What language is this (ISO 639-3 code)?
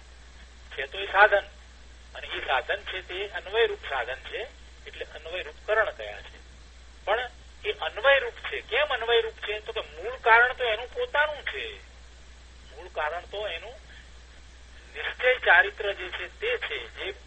guj